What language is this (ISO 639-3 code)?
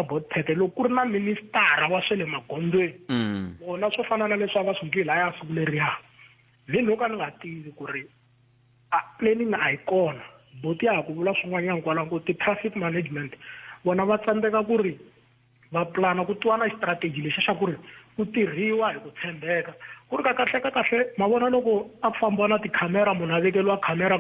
tso